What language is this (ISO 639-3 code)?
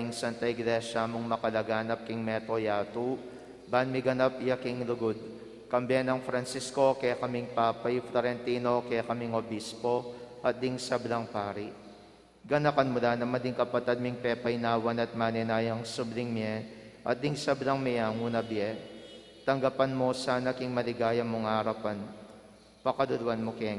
pam